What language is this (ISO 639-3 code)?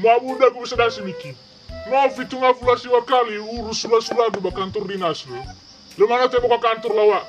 nia